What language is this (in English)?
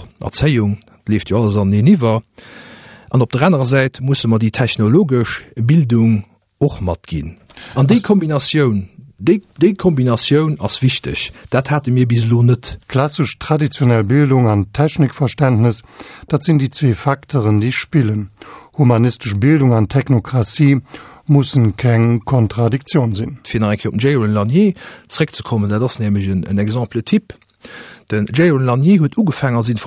Luxembourgish